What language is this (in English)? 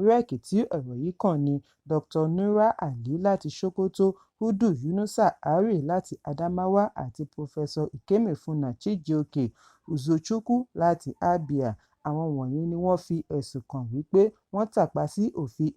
Yoruba